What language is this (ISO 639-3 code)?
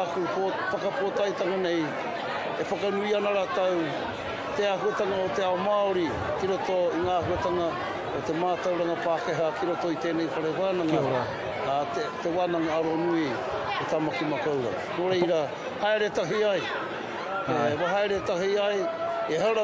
mri